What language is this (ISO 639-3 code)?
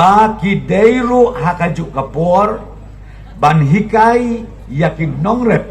kha